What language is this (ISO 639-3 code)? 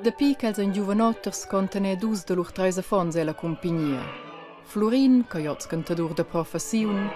roh